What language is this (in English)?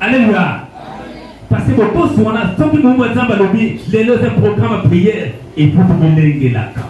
Lingala